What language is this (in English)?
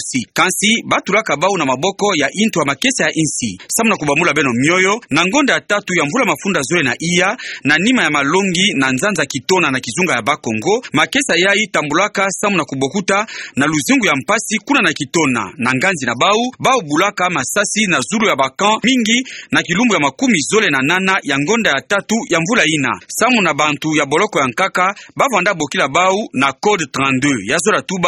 Kituba (Democratic Republic of Congo)